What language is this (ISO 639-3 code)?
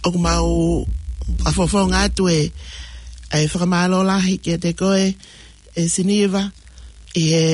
ton